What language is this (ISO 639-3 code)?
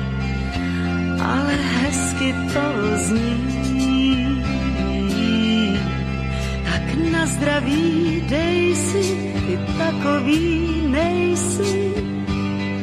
ces